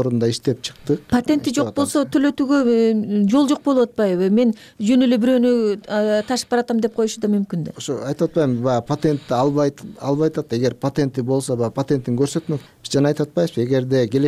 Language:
Kyrgyz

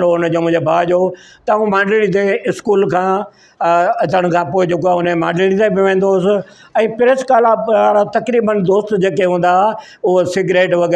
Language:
Sindhi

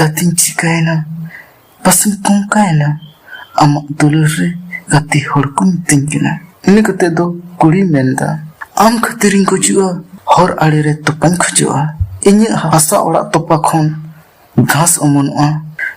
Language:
Santali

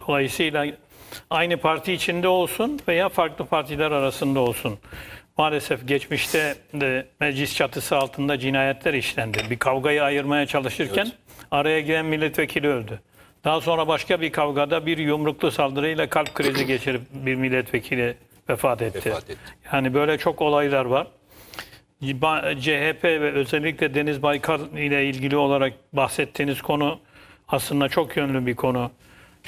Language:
Turkish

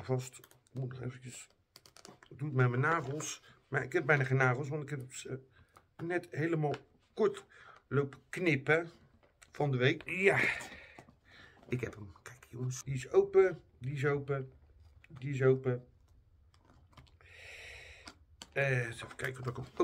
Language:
Dutch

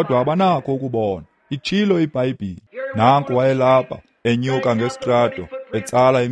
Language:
Xhosa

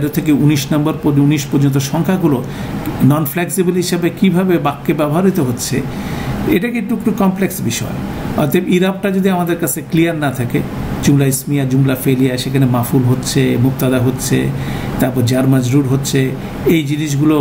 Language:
Bangla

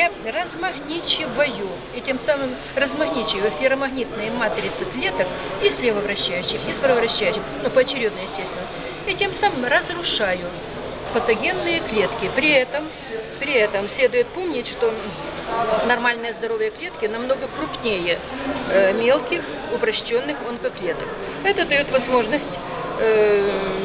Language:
Russian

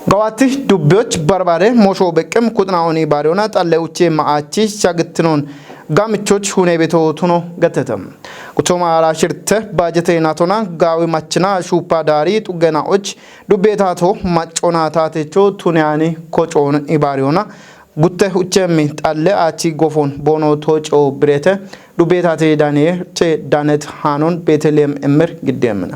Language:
Kafa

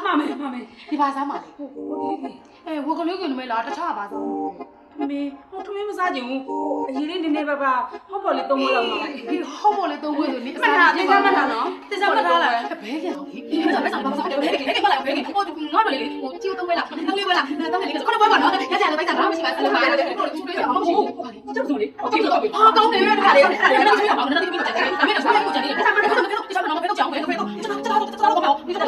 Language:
Burmese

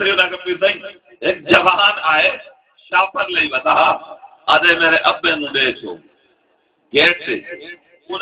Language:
Saraiki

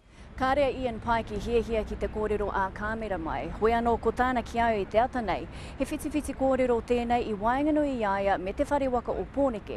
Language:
Māori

